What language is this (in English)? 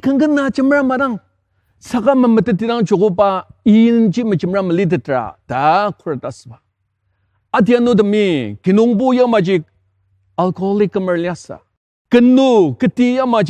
Ao Naga